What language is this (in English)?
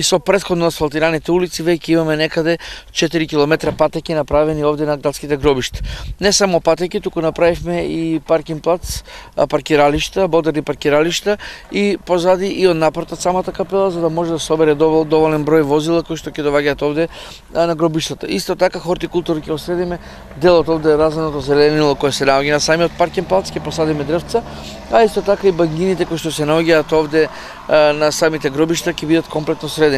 Macedonian